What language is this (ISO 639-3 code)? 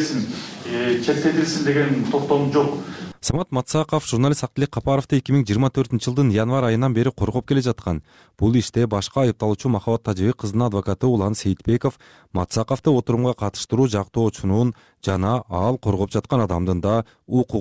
kir